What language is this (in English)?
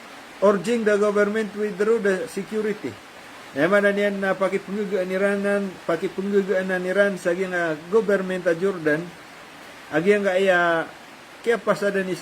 Maranao